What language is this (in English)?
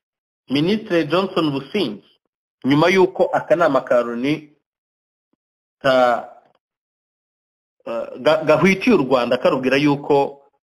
Kinyarwanda